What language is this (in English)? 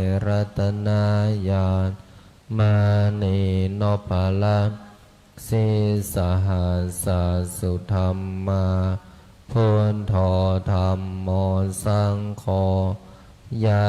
Pali